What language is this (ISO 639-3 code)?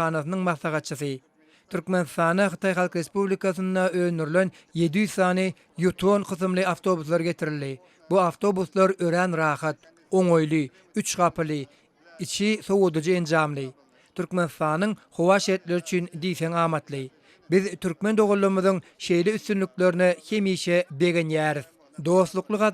tuk